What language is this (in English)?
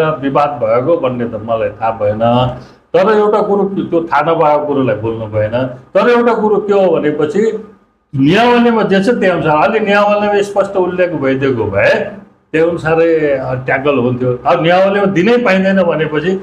Nepali